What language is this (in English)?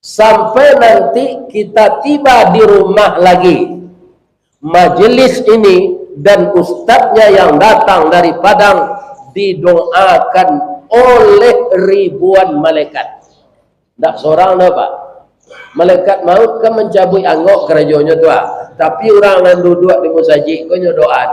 Minangkabau